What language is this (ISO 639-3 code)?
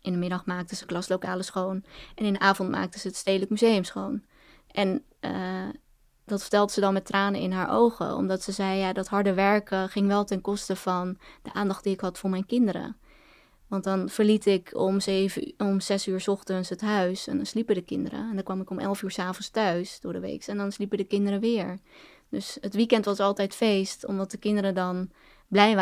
nld